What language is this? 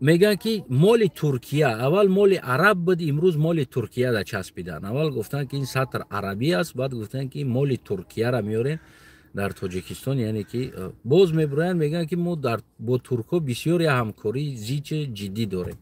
Tajik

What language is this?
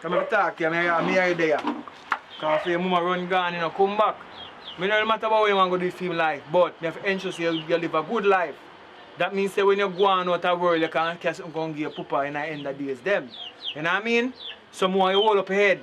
Jamaican Creole English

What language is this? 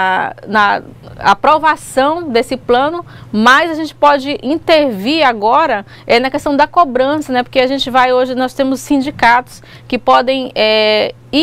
Portuguese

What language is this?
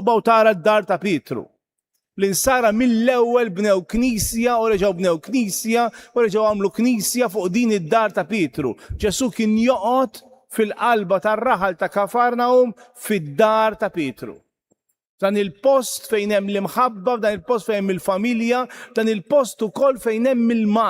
Maltese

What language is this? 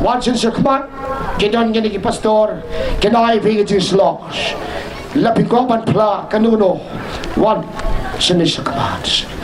Khasi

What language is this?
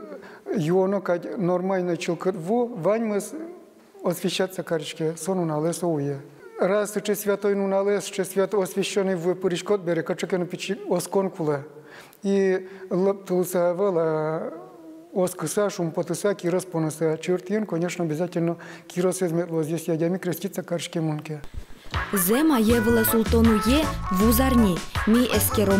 Udmurt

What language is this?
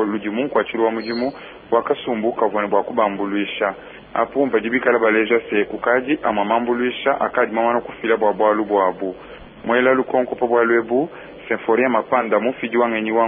Luba-Lulua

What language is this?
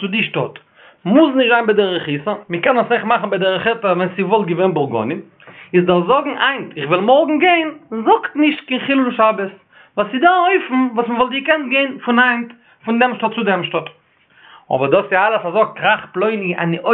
Yiddish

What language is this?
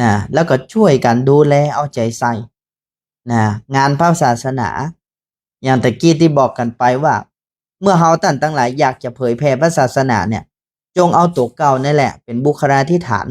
Northern Thai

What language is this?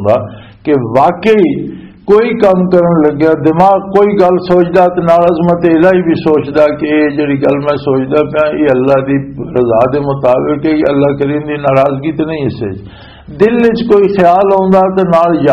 Western Panjabi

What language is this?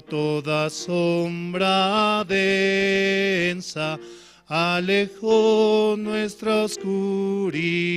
South Bolivian Quechua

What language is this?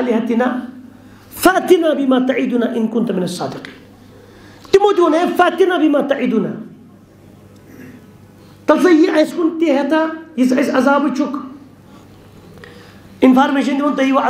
Kashmiri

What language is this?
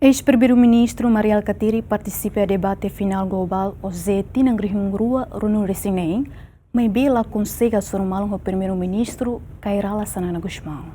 Tetum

